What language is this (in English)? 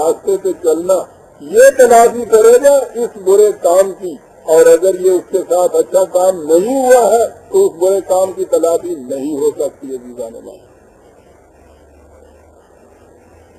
Urdu